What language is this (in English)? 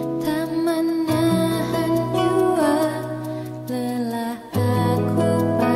Indonesian